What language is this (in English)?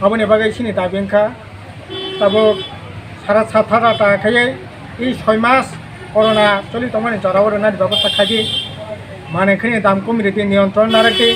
Kok Borok